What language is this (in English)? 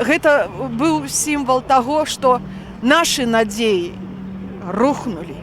Belarusian